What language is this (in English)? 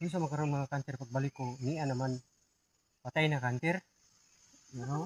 Cebuano